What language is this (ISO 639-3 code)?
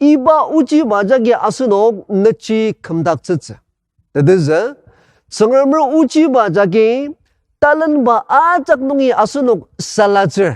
njo